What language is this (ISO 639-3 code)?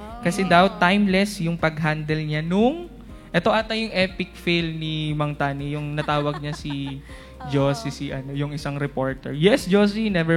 fil